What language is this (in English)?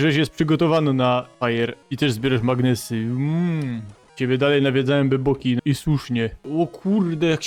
Silesian